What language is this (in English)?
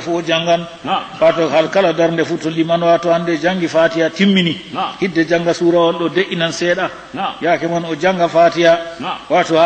Fula